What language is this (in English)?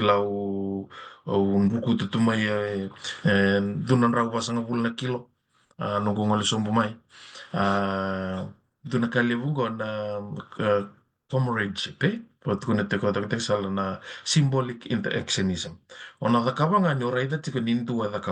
Fijian